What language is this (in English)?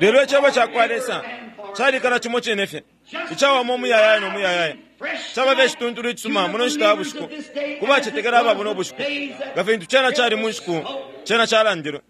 Bemba